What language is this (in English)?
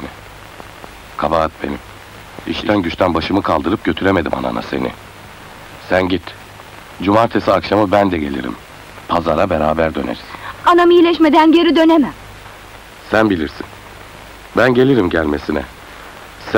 Turkish